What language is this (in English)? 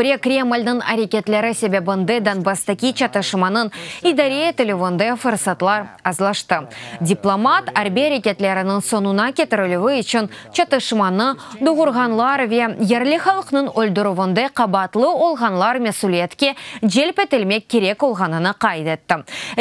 Crimean Tatar